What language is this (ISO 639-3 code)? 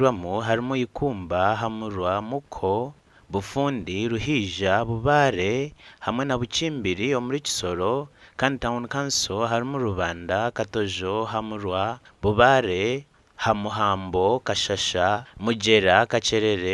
nyn